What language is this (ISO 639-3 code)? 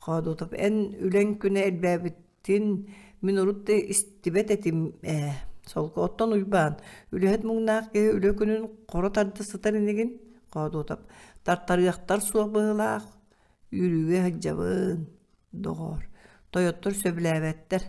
sah